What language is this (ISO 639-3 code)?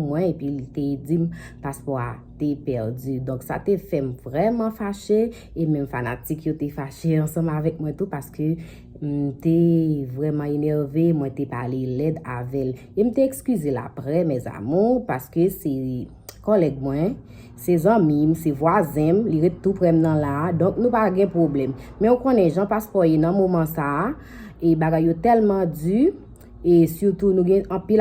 hat